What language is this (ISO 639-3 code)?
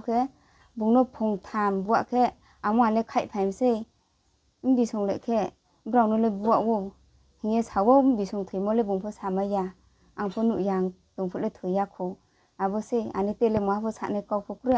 ria